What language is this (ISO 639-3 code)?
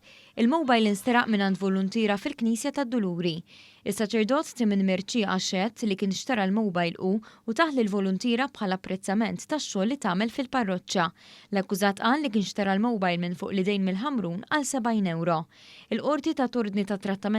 mlt